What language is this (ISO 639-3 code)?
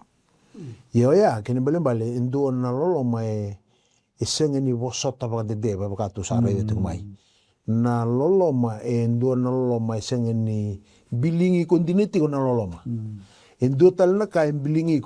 fij